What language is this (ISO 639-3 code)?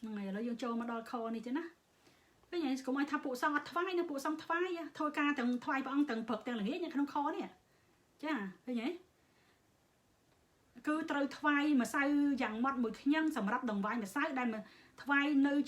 khm